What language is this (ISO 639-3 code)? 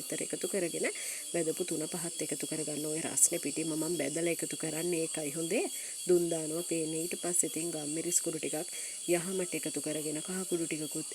sin